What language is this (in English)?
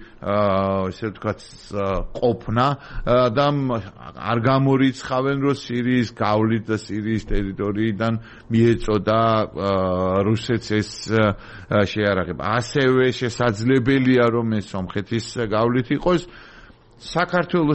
Georgian